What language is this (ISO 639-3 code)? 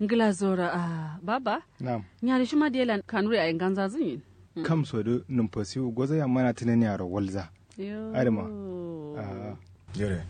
kau